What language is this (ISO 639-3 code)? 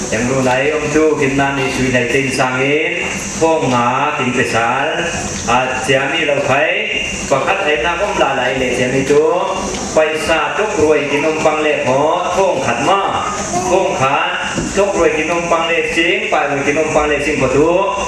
cfm